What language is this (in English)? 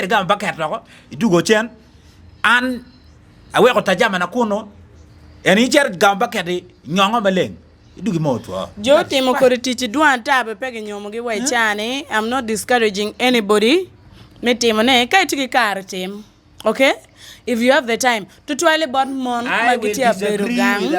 Acoli